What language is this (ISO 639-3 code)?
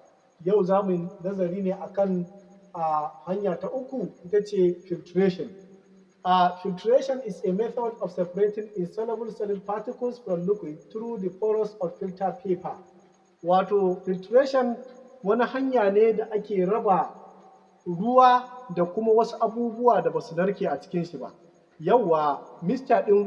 hau